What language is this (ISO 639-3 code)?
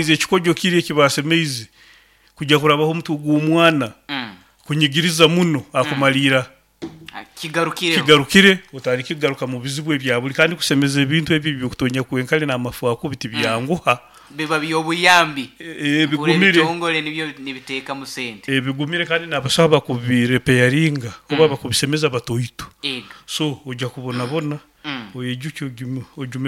nyn